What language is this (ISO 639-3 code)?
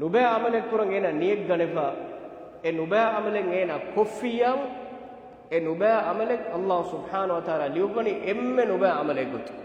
div